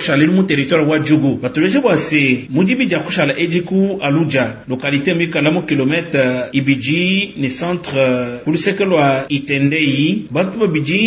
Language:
Luba-Lulua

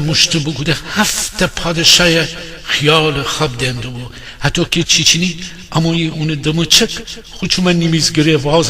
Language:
Gilaki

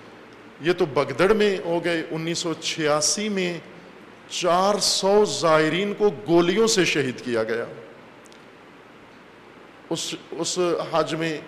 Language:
Urdu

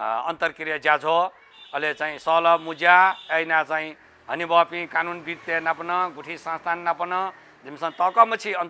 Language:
Newari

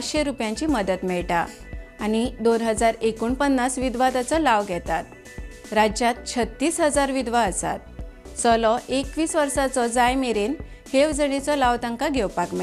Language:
Konkani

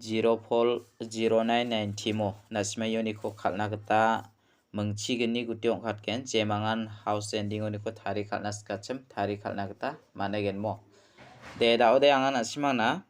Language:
Garo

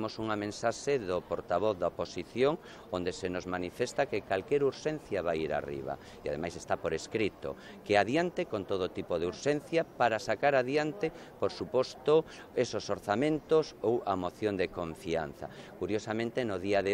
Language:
Galician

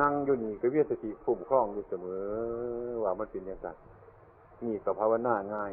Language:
Northeastern Thai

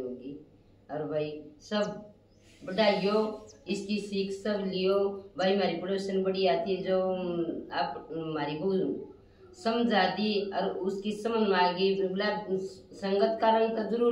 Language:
Haryanvi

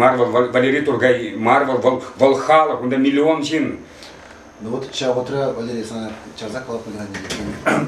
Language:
Chuvash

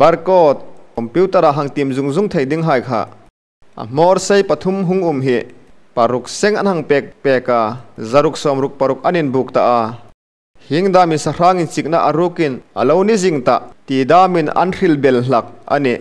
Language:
Hmar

